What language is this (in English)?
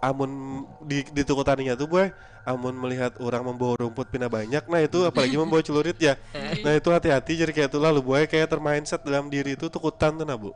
Banjar